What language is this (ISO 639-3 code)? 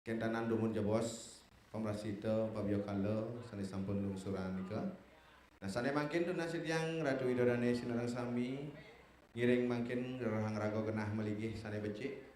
ban